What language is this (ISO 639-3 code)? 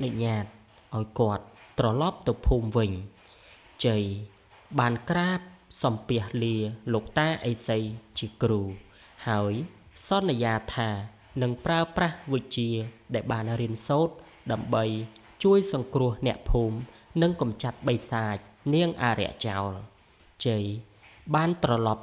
khm